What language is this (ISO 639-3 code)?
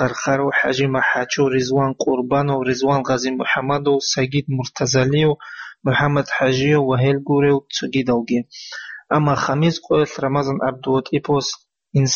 ava